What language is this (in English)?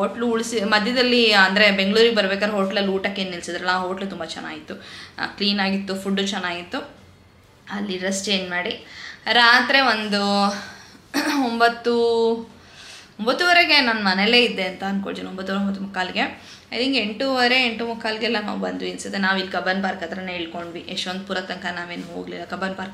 Kannada